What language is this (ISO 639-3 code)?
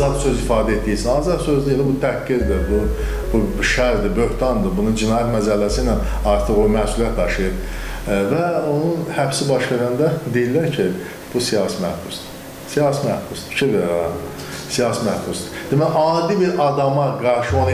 aze